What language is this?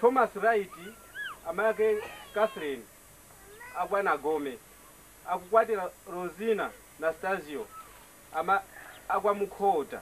Nyanja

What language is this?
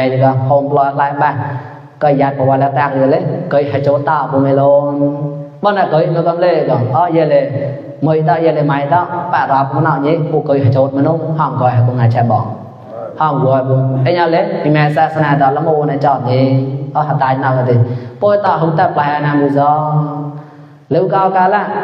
Mon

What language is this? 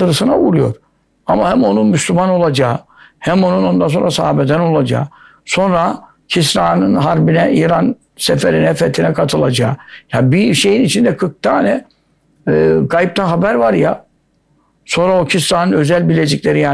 Turkish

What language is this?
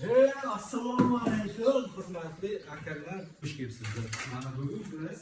Uzbek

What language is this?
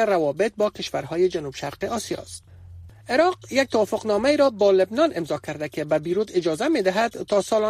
Persian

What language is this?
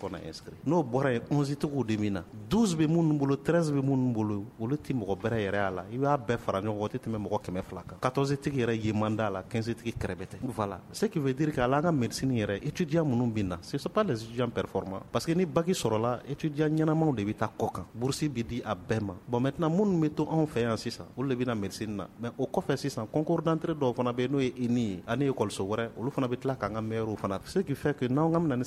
Bambara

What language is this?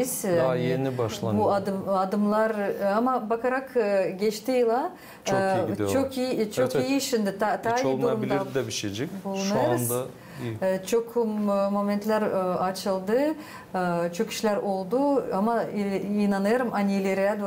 Gagauz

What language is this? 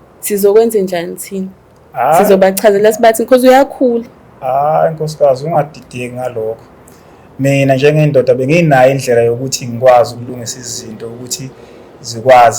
Zulu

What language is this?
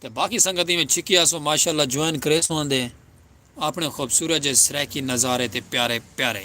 Saraiki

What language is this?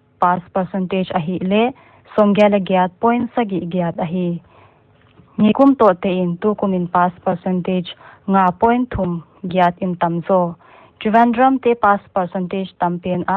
Paite Chin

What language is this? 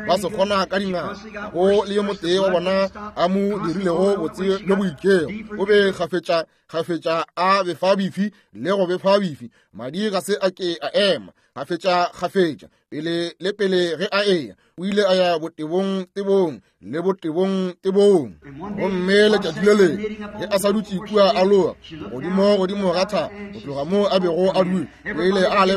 Northern Sotho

